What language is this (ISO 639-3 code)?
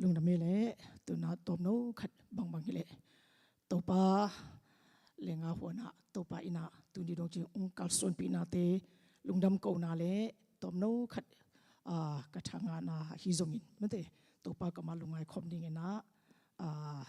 ctd